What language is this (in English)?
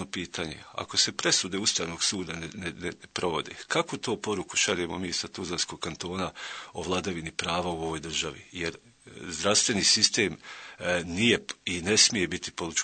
Bosnian